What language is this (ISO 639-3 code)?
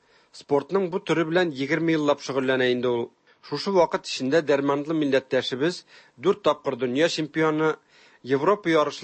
tat